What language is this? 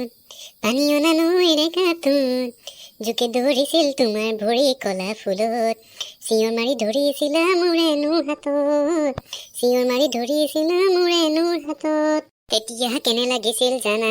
Assamese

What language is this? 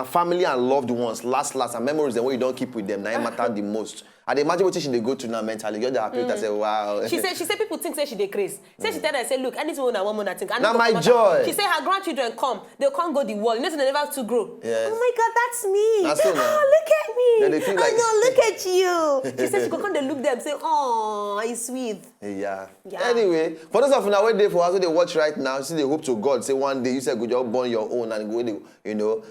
Nigerian Pidgin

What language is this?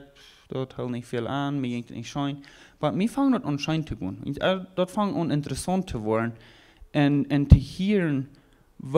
Plautdietsch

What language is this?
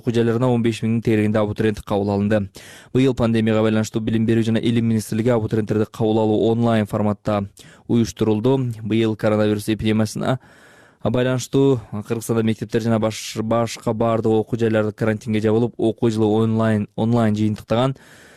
Kyrgyz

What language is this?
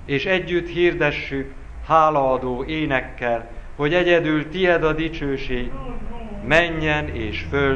Hungarian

